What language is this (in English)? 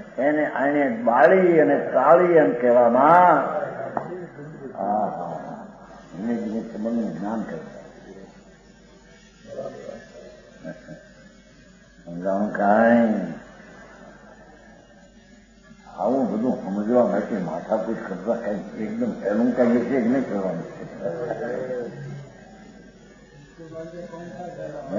Gujarati